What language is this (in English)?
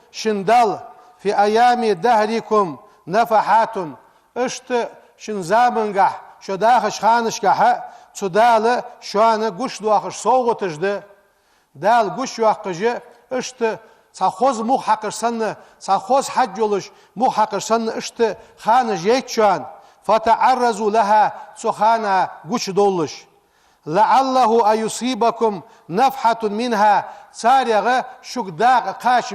Ingush